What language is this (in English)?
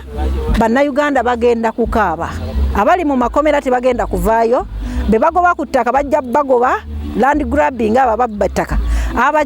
Ganda